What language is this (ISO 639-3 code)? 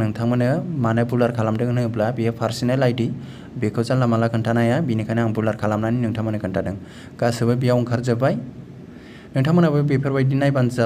brx